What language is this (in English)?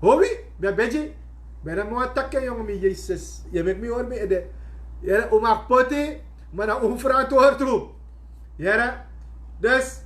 Sranan Tongo